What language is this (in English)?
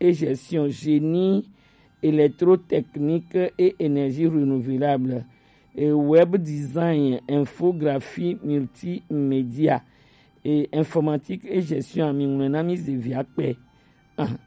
Gen